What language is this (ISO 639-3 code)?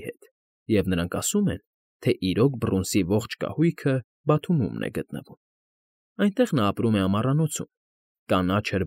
hye